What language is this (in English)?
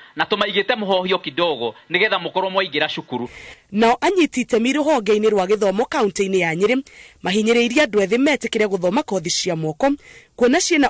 Kikuyu